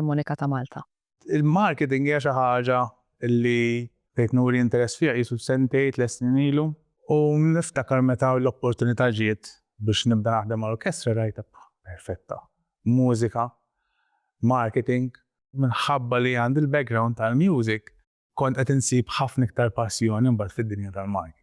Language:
Maltese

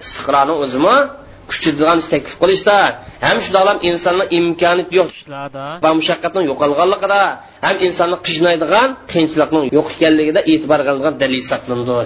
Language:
Uyghur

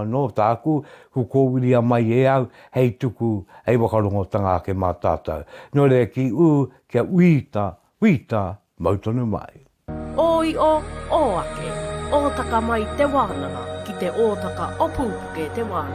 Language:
Māori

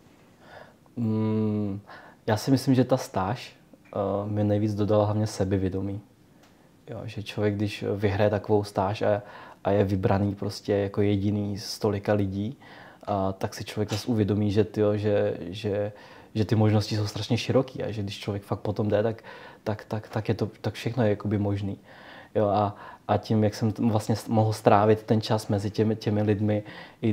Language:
Czech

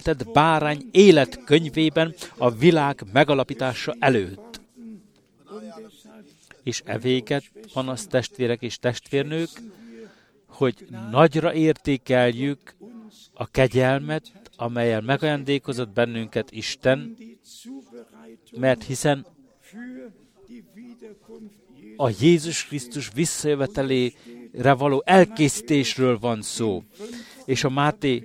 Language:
Hungarian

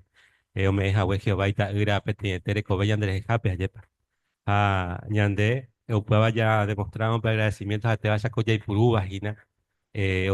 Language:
Guarani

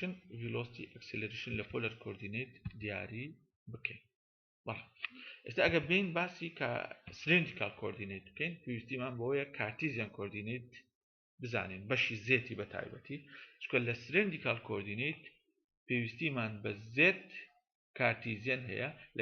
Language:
Central Kurdish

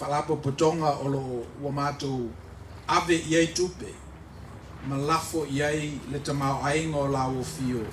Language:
Samoan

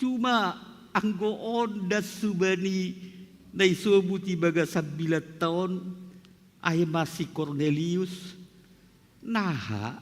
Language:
Batak Simalungun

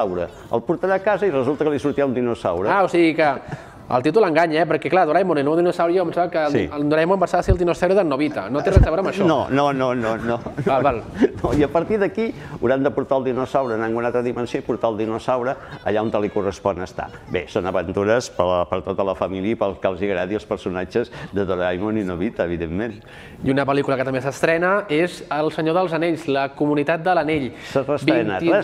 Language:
Catalan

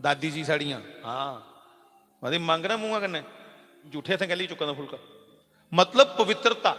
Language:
Dogri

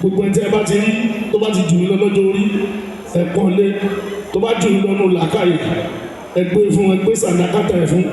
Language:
Yoruba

